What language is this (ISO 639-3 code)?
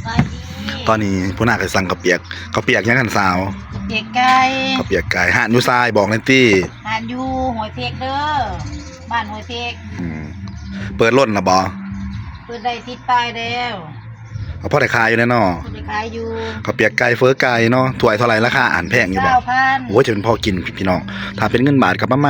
tts